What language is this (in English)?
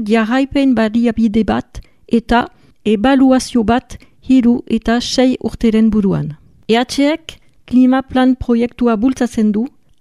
Basque